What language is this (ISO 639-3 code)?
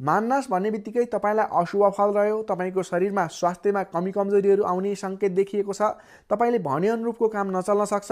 nep